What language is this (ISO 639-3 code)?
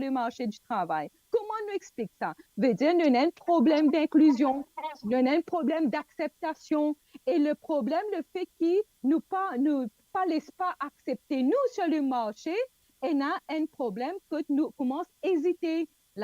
mfe